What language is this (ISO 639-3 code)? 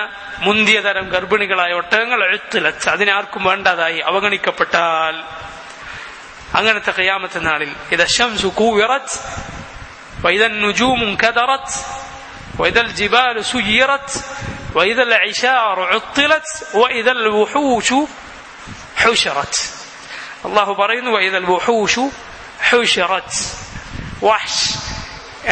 mal